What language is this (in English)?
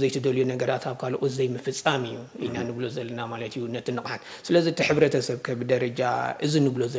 Tigrinya